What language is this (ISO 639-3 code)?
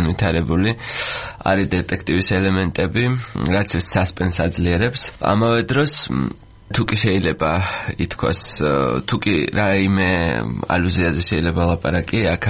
kat